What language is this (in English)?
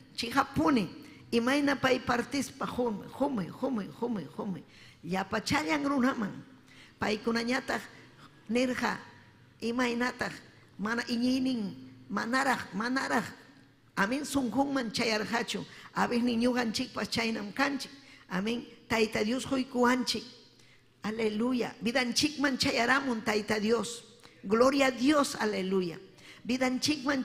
Ayacucho Quechua